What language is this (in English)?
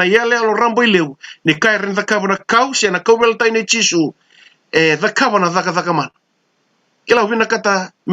Fijian